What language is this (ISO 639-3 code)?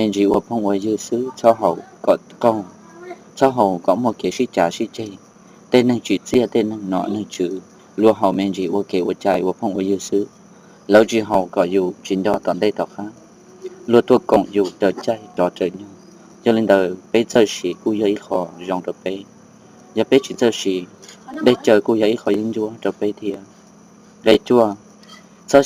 hmn